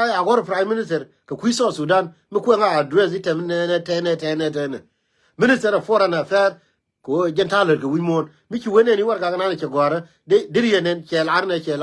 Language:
Nuer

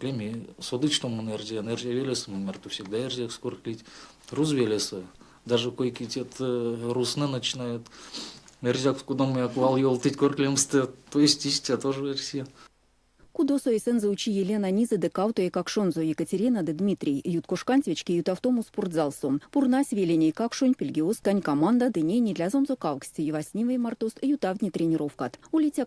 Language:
Erzya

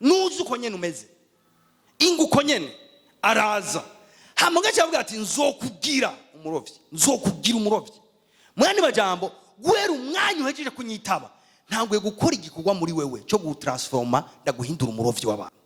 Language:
Rundi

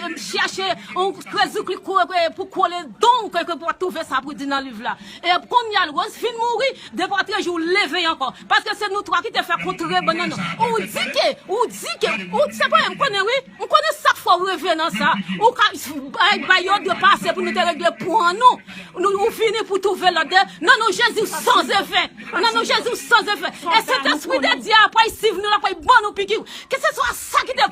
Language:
Haitian Creole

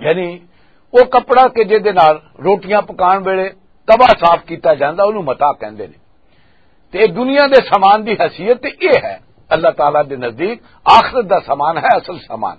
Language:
Western Panjabi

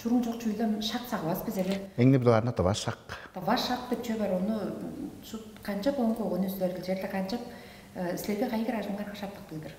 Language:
Tuvinian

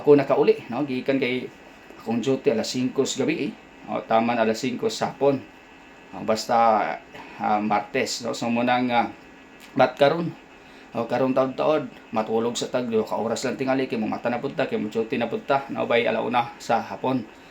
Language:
Cebuano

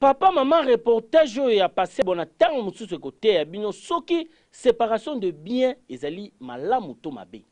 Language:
Lingala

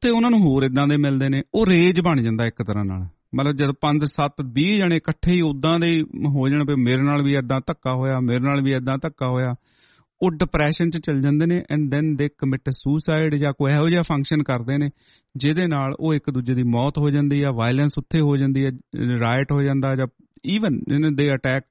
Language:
Punjabi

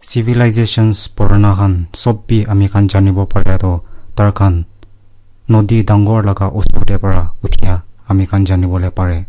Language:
Naga Pidgin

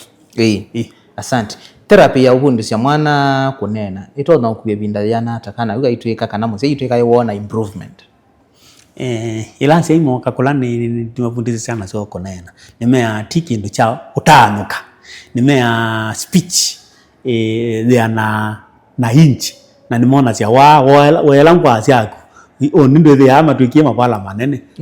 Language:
Kamba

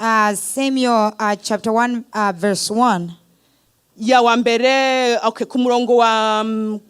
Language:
Rundi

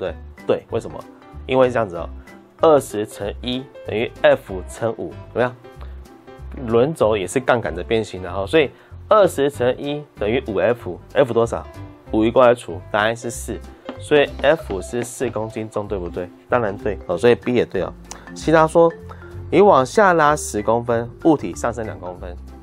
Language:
Chinese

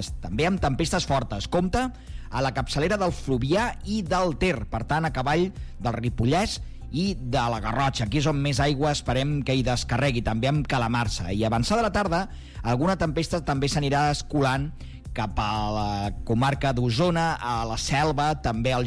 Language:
Catalan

